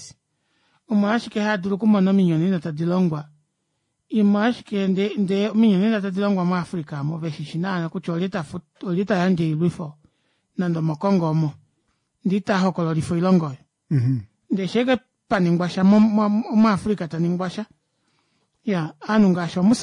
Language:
Kuanyama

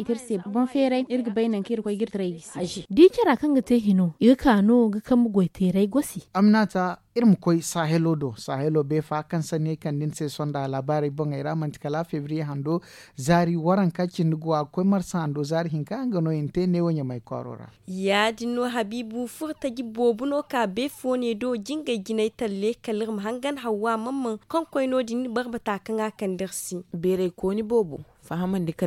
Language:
Zarma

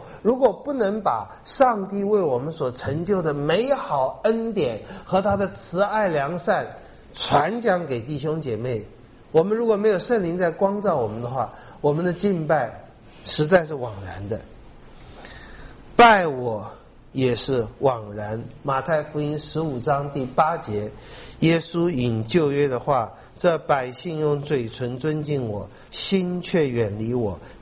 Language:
Chinese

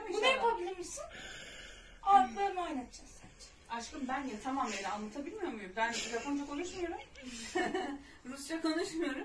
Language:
Turkish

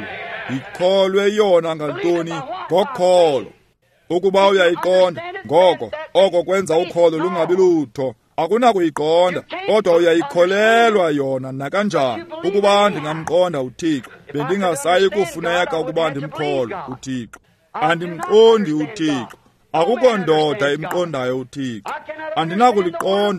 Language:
Xhosa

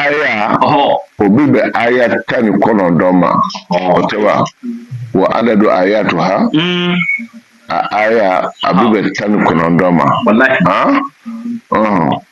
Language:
Bambara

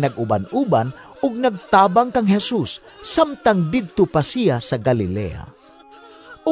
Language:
Cebuano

